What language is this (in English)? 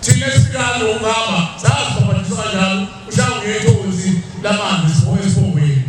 Zulu